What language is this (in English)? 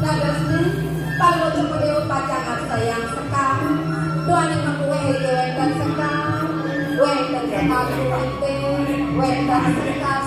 Balinese